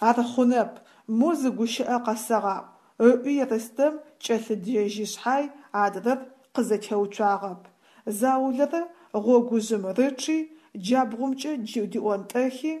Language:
Adyghe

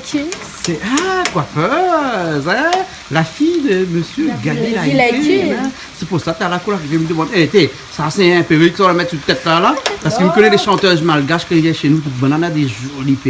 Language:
Réunion Creole French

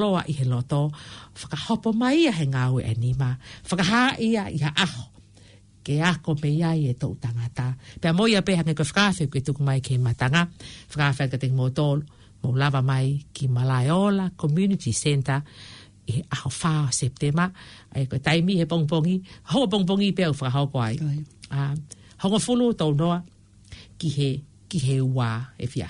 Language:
Tongan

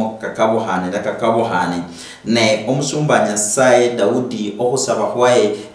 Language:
Luyia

